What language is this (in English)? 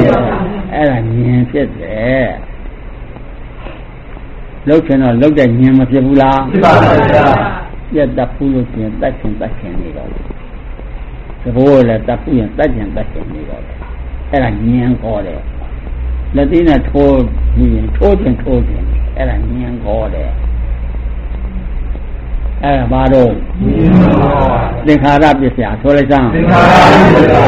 Burmese